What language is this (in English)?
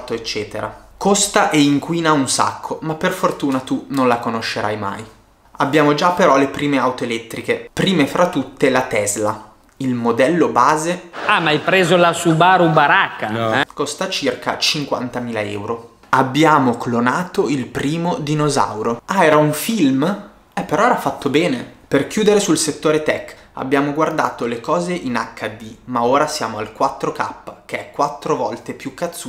Italian